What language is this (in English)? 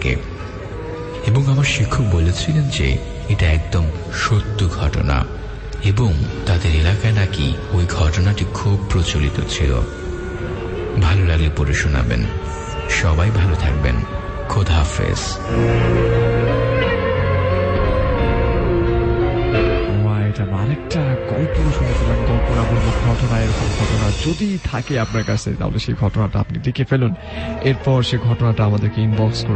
Bangla